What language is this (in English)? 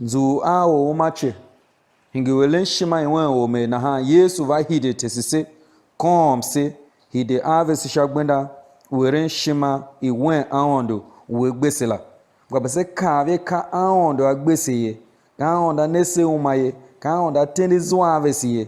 Tiv